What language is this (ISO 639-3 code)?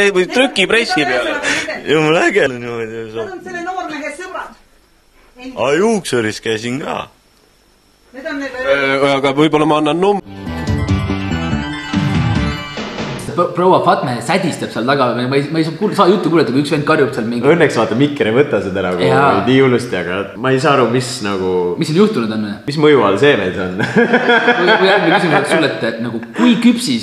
est